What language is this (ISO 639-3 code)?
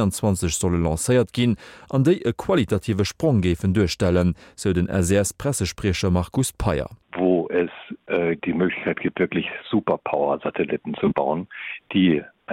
ltz